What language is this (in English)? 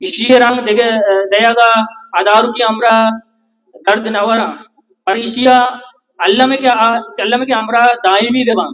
Baluchi